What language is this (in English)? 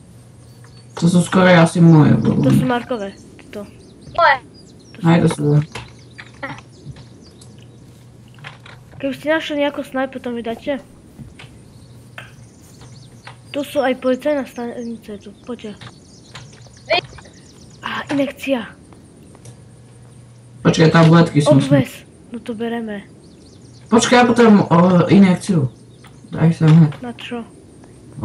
Slovak